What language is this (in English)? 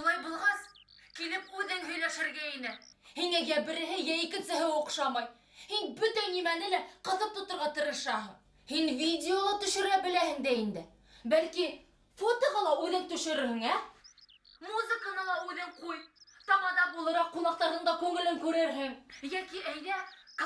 Bashkir